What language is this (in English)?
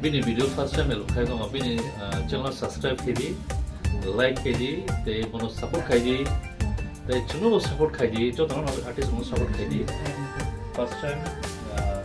Kok Borok